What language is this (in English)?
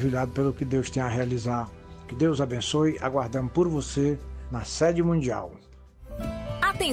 Portuguese